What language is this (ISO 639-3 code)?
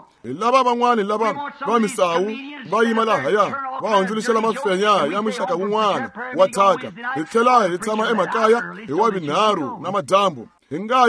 tso